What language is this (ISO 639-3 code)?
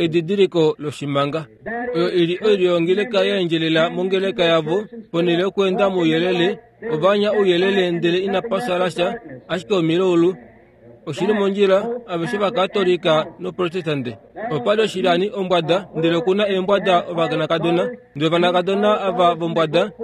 kua